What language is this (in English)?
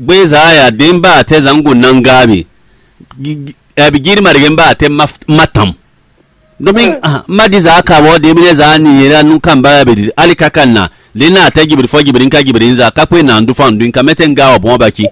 Fon